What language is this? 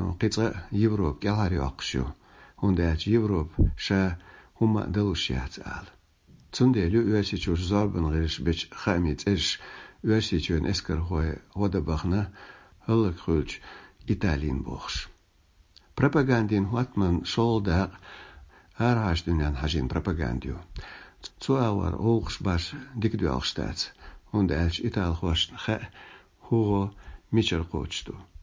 Chechen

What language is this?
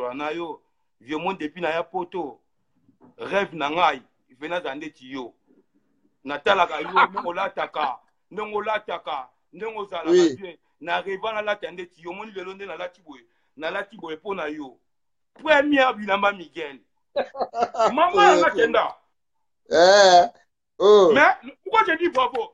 Lingala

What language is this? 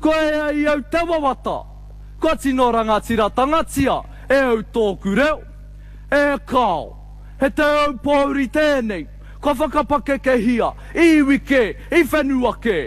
Māori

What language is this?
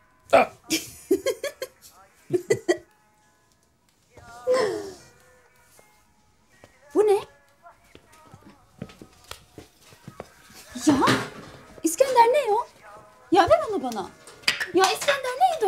Turkish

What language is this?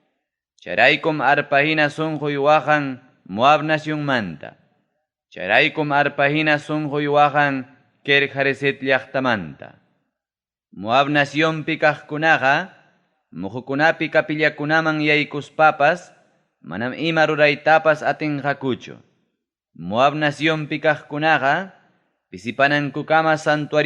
Ayacucho Quechua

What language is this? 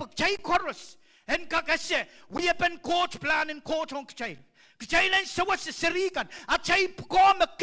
Pohnpeian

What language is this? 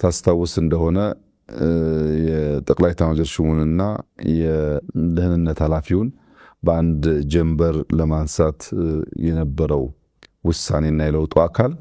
Amharic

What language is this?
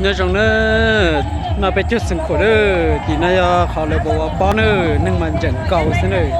Hmong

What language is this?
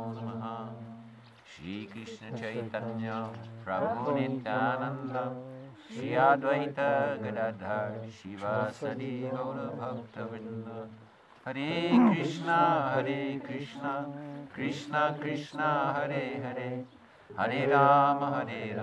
Russian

